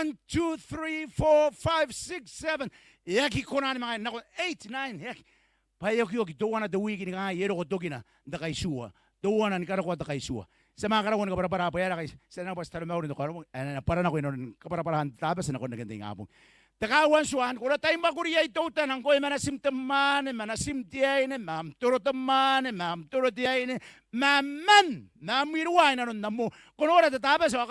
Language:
Gilbertese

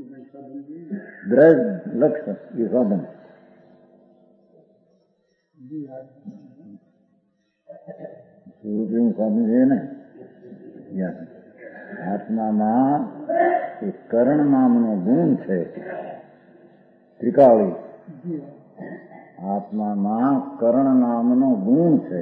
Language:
Gujarati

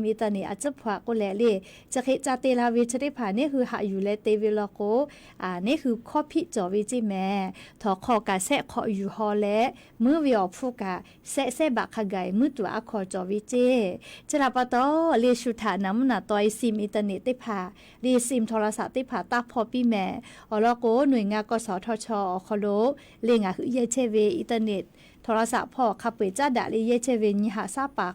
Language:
Lahu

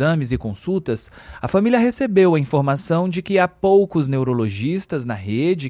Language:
Portuguese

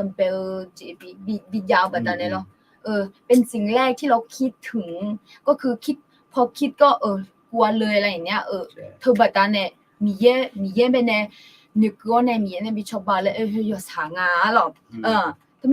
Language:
Akha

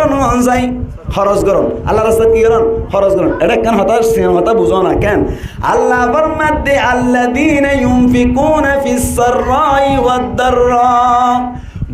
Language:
Rohingya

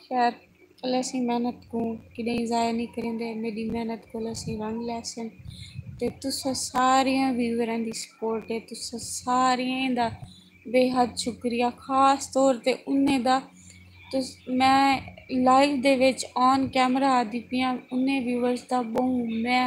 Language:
Saraiki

